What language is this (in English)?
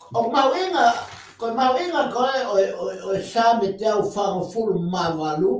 Tongan